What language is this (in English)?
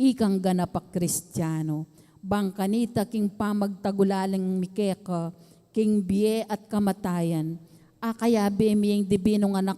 Pampanga